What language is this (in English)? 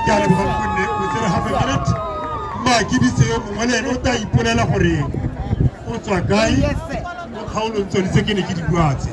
Tswana